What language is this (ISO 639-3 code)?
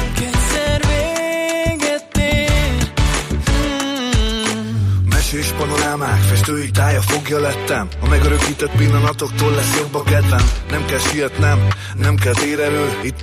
hun